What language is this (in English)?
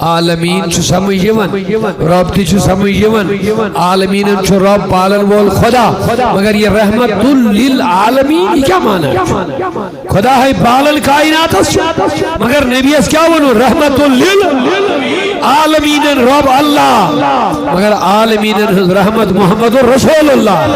Kashmiri